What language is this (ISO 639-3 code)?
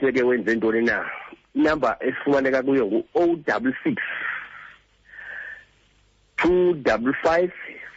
xho